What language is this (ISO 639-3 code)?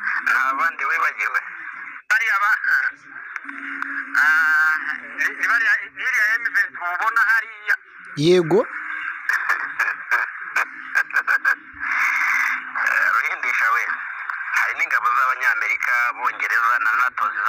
kin